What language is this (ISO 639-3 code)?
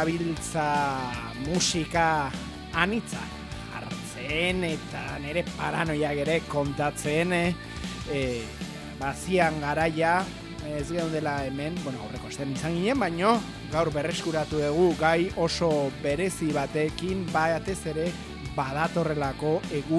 eus